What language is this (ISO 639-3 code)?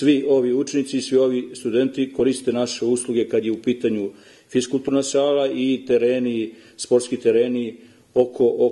srp